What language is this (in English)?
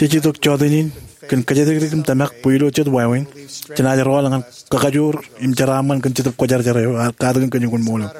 Marshallese